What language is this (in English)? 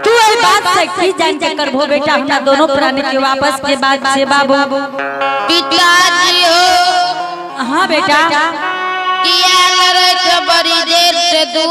Angika